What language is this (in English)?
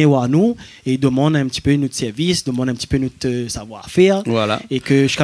Réunion Creole French